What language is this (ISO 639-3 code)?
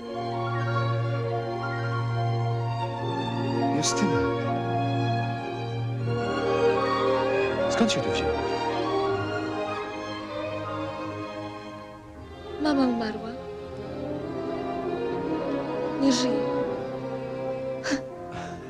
pol